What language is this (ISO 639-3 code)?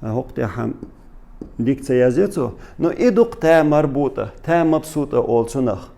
che